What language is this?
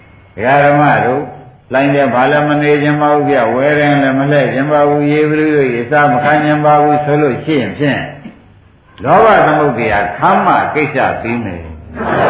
Burmese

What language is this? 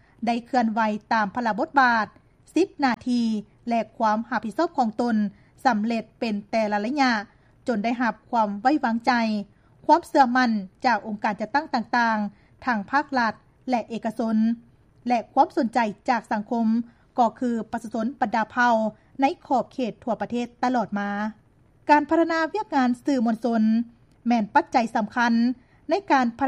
Lao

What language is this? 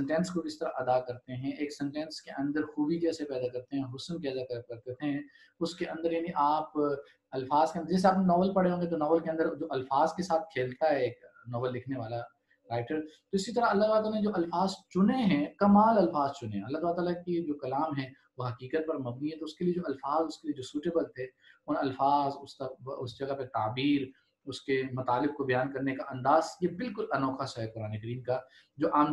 Urdu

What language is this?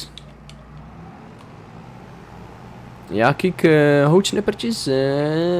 Dutch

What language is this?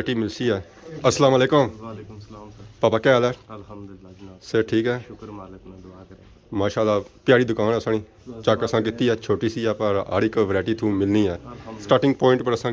Pahari-Potwari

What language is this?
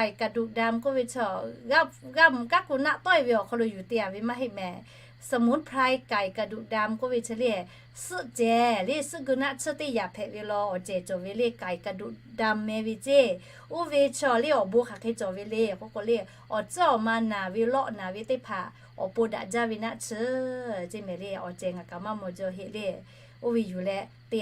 Lahu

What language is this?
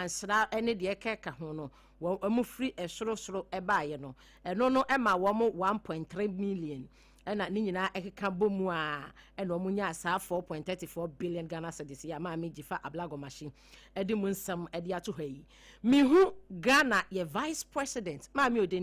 Akan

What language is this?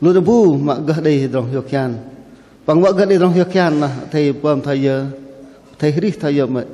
Bahnar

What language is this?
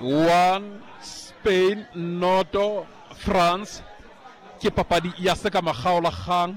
Southern Sotho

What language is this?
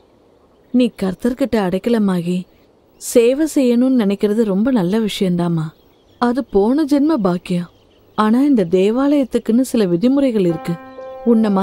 Tamil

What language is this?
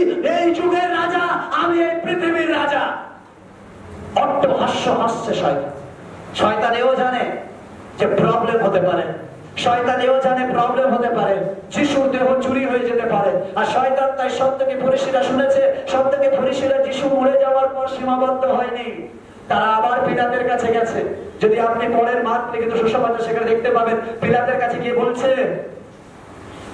Bangla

